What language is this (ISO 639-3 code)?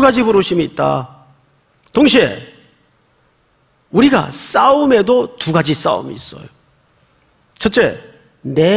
kor